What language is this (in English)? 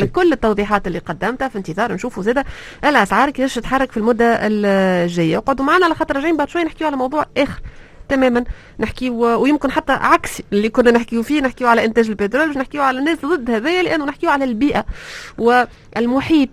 Tunisian Arabic